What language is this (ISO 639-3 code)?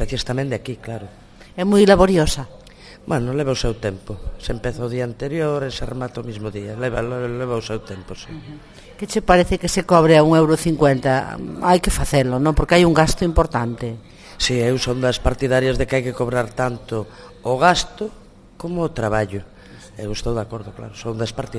glg